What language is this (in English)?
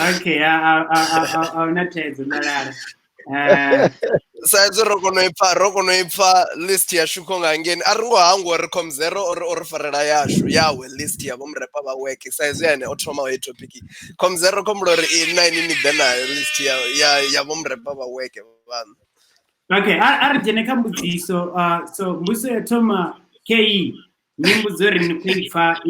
Venda